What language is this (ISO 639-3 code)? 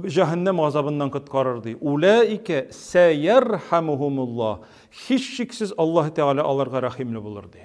tat